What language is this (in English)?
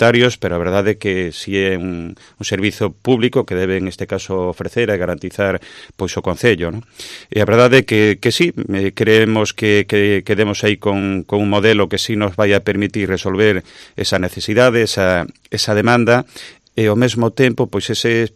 Galician